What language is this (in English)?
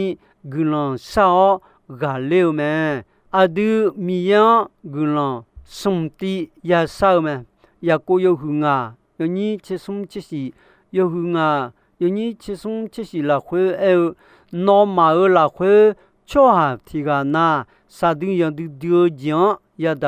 Akha